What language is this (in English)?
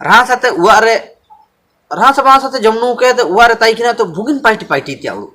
Ho